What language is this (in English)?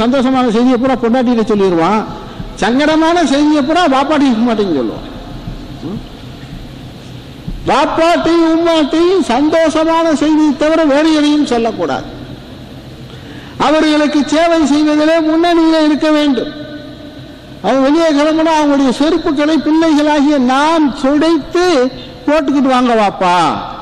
Tamil